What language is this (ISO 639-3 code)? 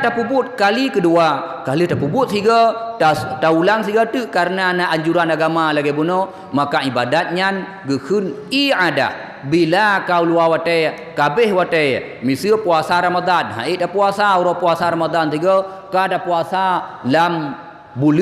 ace